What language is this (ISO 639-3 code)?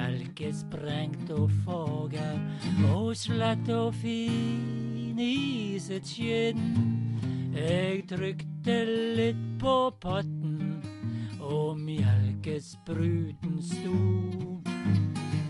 nor